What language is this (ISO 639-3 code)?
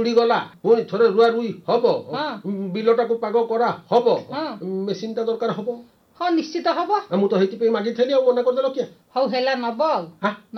ori